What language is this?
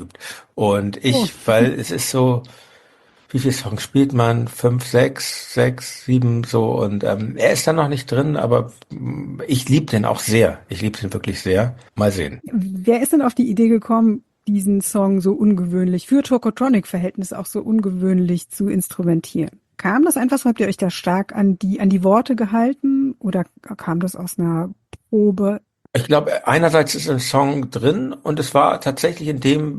German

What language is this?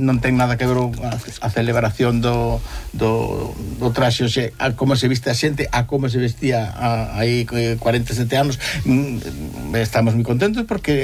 Galician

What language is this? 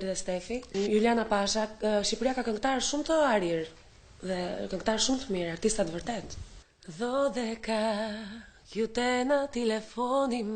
Albanian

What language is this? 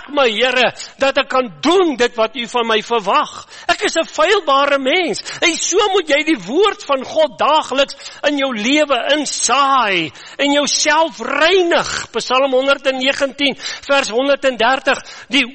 Afrikaans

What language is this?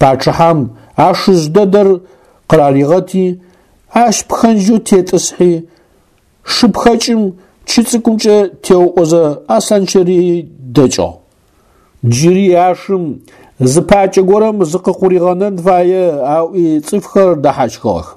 Adyghe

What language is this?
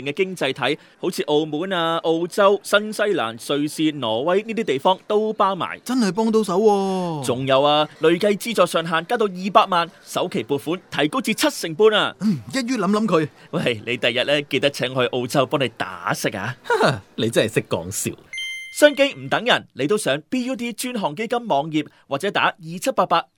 Cantonese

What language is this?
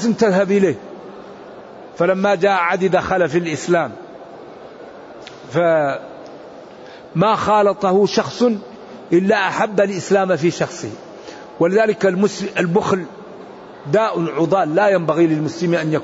Arabic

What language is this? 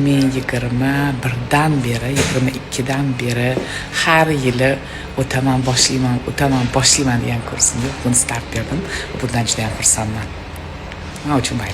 Uzbek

